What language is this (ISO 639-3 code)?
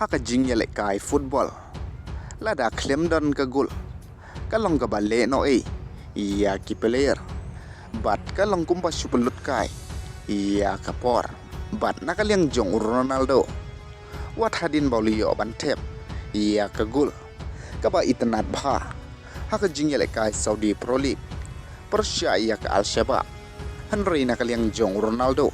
kha